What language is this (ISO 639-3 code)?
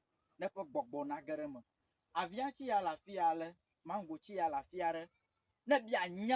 ewe